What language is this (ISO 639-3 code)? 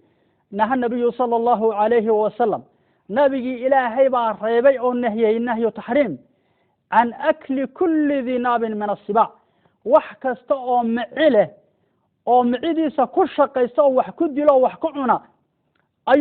som